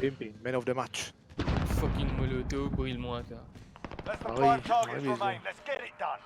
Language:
Morisyen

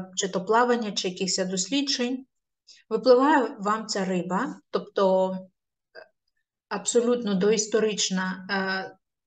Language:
Ukrainian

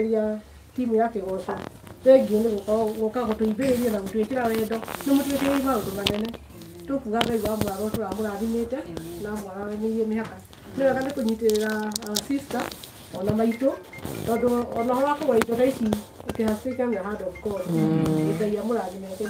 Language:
Kikuyu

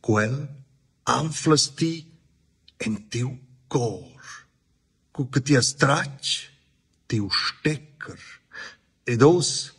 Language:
Romansh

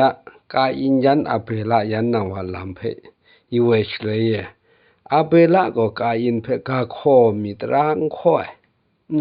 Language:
Kachin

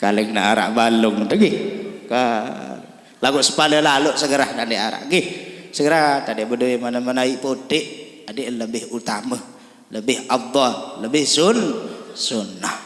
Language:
Sasak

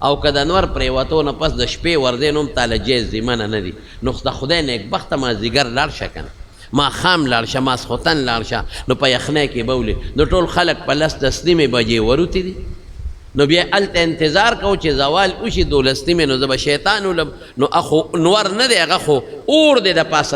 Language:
Pashto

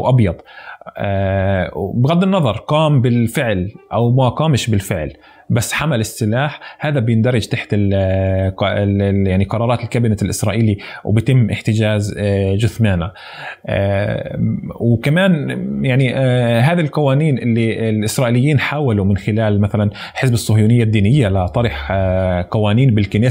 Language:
North Levantine Arabic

